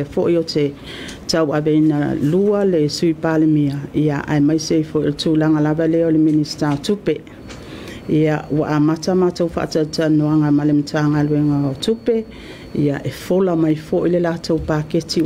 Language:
Samoan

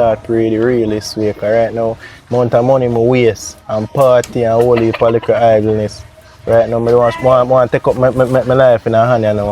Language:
Jamaican Creole English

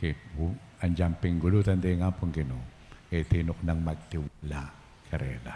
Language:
Pampanga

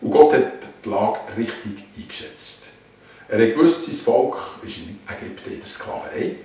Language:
Swiss German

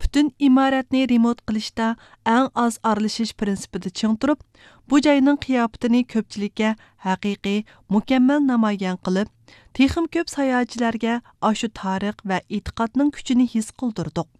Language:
Uyghur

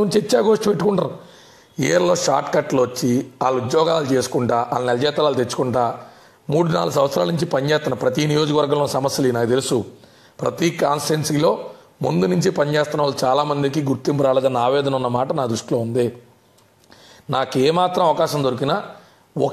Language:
Telugu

